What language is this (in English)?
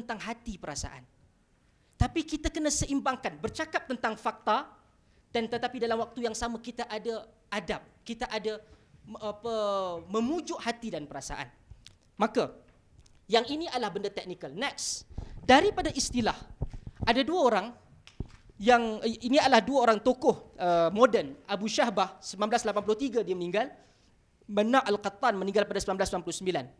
Malay